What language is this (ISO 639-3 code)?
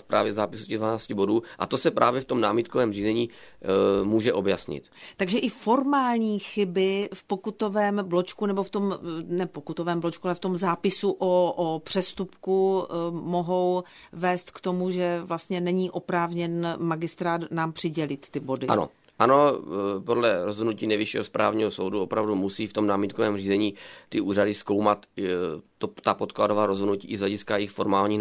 ces